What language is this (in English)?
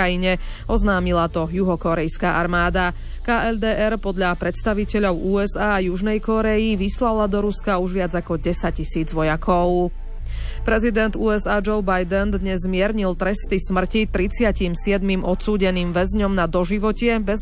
Slovak